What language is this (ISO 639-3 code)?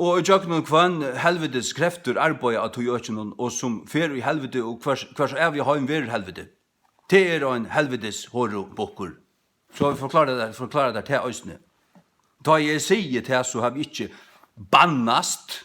fao